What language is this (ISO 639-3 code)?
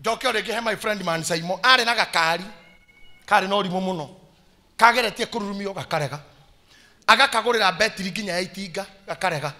kik